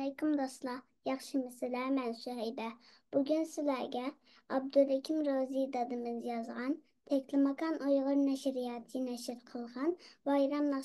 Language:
Uyghur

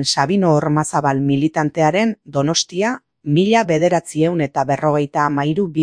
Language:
Basque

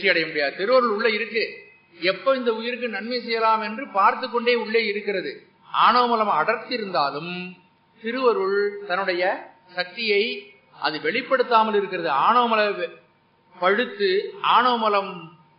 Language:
Tamil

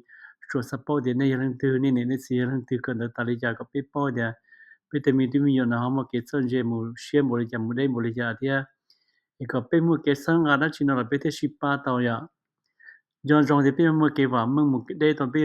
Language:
Hmong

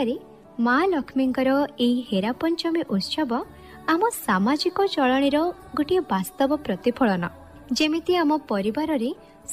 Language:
Odia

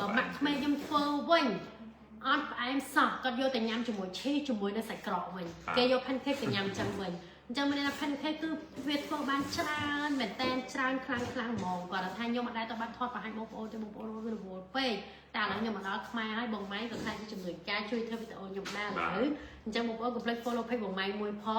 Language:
Khmer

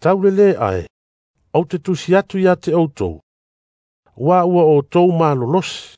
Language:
Samoan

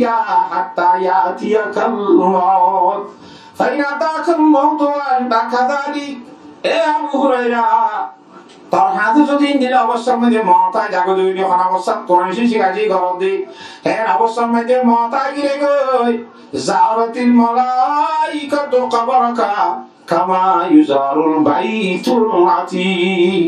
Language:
Rohingya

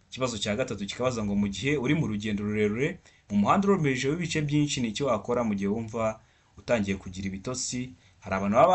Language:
Kinyarwanda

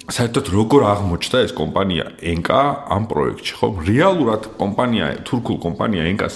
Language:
Georgian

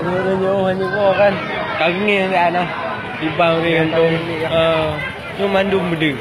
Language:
Achinese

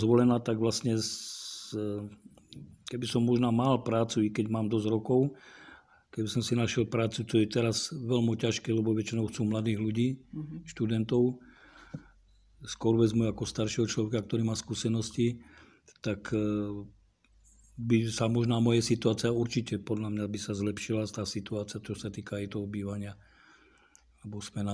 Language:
Slovak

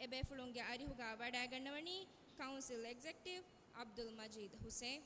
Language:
Divehi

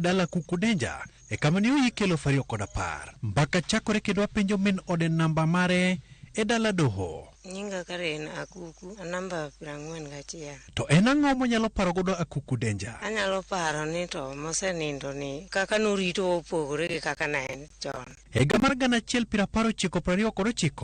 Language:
Luo (Kenya and Tanzania)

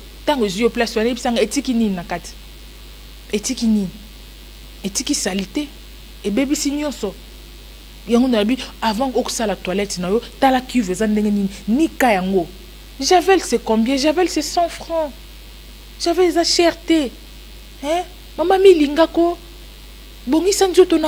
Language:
Lingala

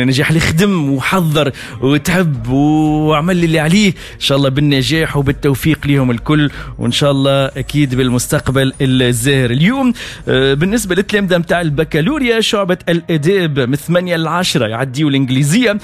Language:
Tunisian Arabic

